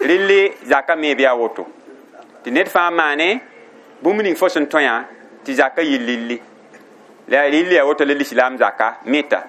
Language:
Mossi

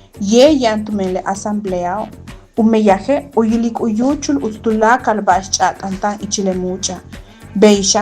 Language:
Yucateco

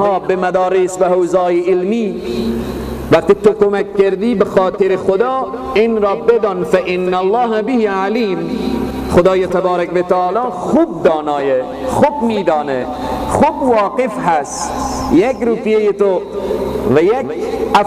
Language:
Persian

